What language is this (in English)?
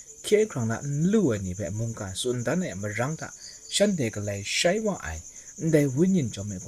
Kachin